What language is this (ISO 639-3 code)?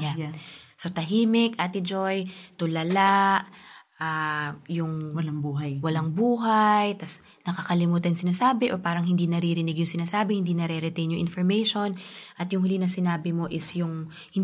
fil